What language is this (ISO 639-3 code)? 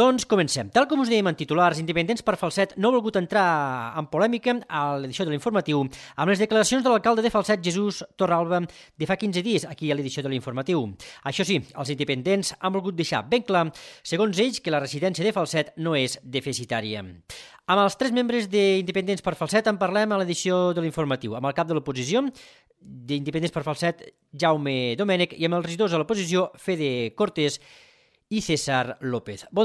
cat